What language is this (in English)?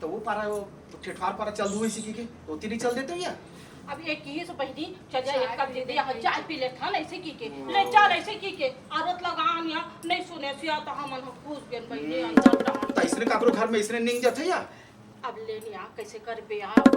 Chhattisgarhi